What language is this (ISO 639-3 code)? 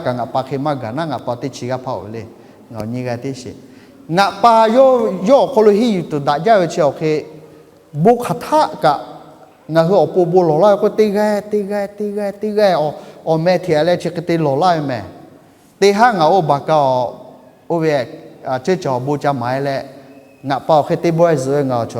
lhu